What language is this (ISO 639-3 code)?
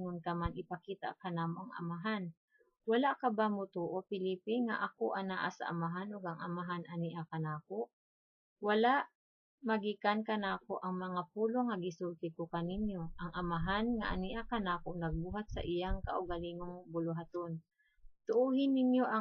ceb